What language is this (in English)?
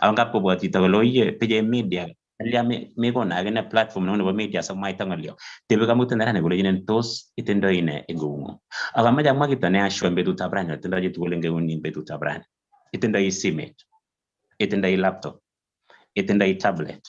Kalenjin